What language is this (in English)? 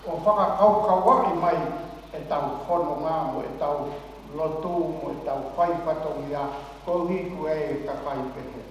Tongan